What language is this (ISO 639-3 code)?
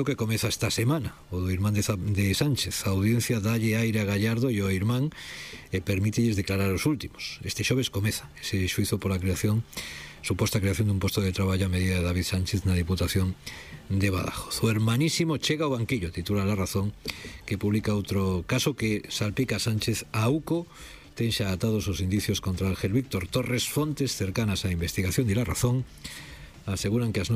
glg